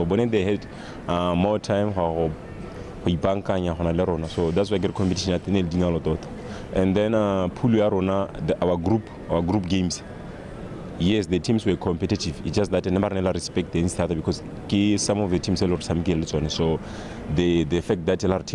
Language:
Tswana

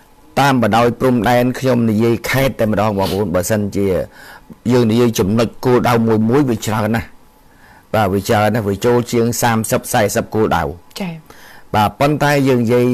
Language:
Khmer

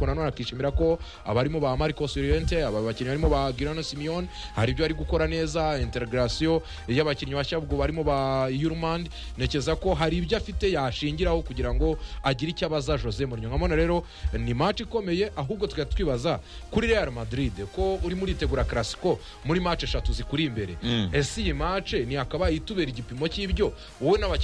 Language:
Kinyarwanda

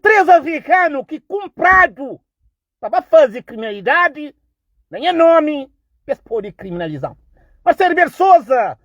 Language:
Kabuverdianu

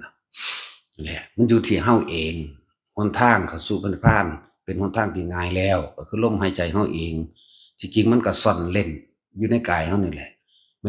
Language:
Northeastern Thai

